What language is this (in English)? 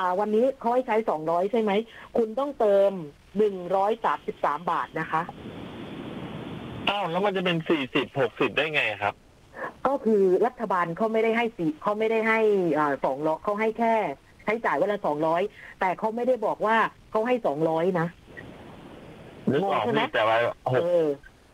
Thai